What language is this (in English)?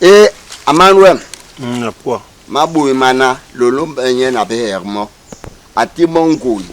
Basaa